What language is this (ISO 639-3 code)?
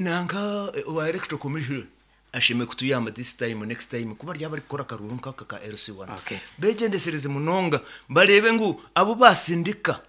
nyn